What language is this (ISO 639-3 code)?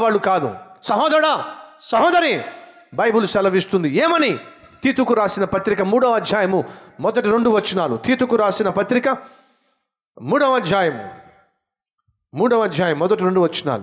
tel